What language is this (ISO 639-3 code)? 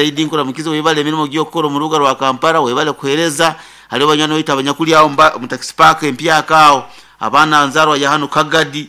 nyo